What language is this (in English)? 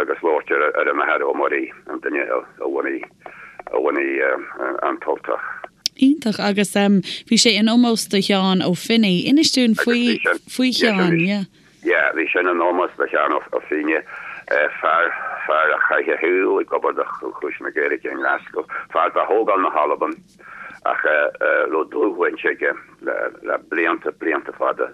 Irish